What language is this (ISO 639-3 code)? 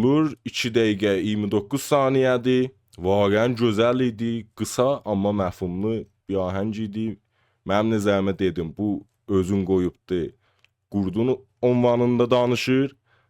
azb